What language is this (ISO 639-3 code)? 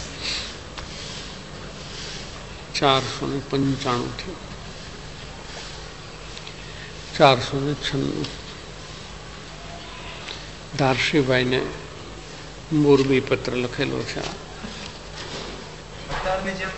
guj